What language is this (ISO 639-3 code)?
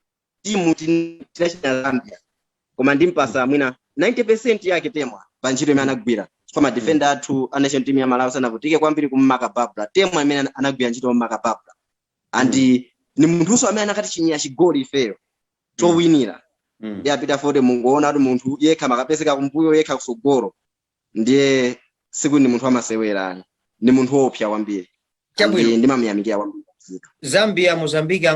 nya